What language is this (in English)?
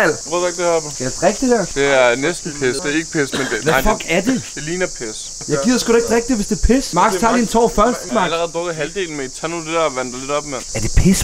Danish